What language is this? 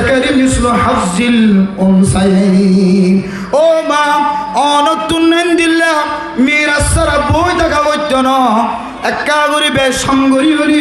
Rohingya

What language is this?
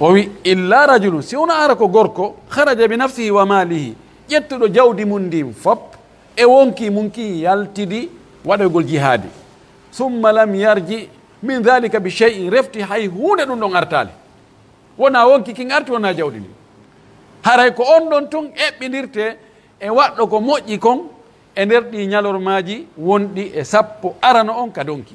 Pular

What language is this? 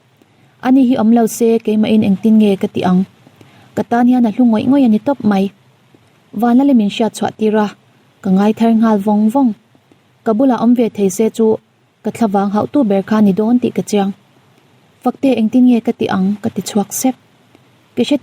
Mizo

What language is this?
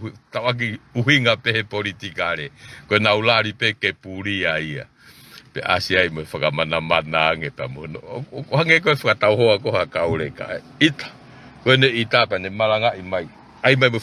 Tongan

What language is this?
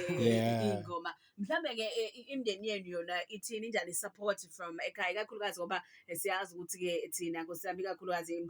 Zulu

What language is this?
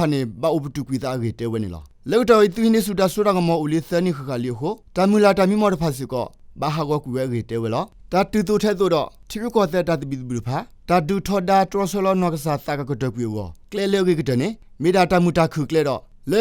S'gaw Karen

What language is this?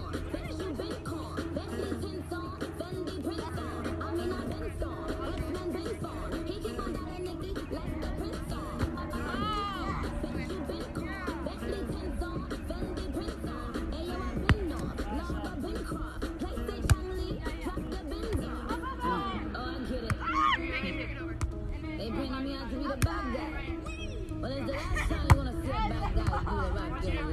English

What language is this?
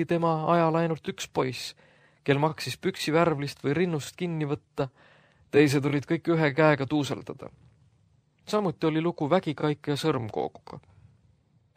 Estonian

